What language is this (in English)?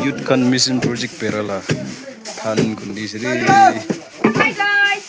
Naga Pidgin